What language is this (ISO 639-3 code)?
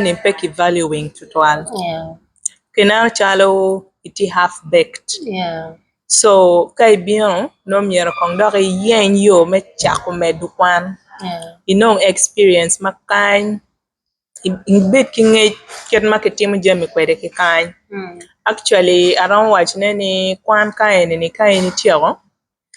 ach